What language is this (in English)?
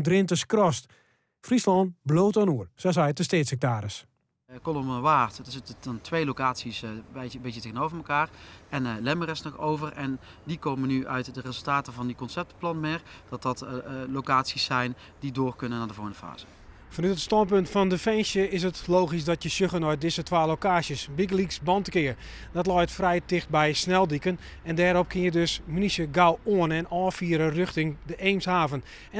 Western Frisian